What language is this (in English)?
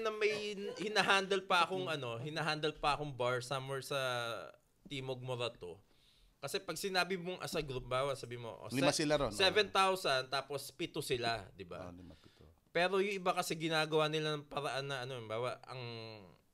Filipino